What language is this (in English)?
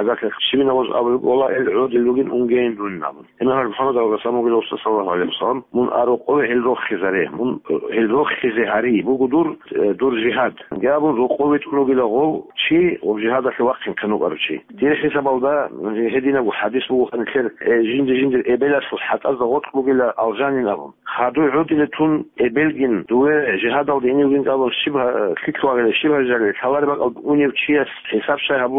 Avaric